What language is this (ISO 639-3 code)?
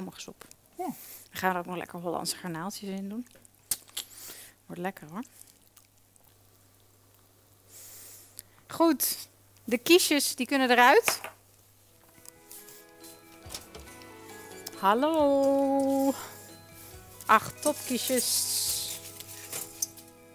nld